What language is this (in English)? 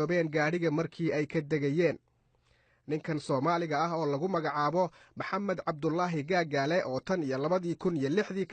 Somali